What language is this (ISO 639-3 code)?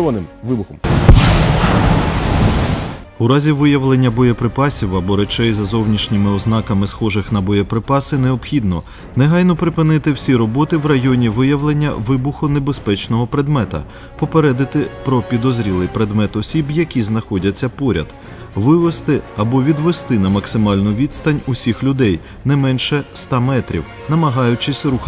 ukr